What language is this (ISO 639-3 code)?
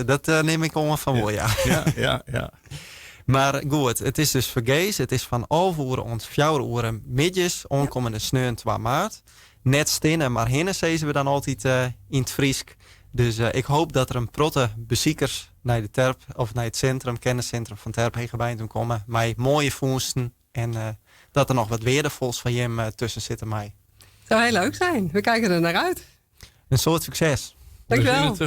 fry